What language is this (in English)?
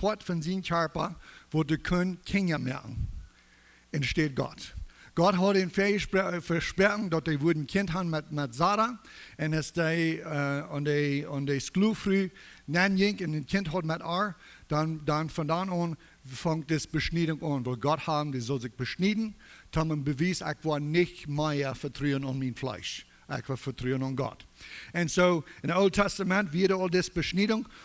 Plautdietsch